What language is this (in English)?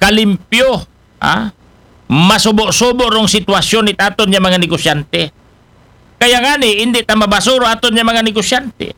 Aklanon